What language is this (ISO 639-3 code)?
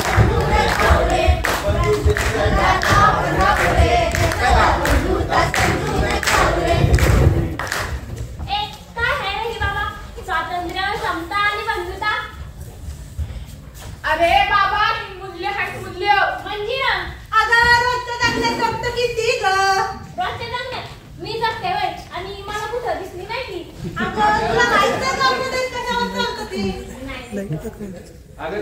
mar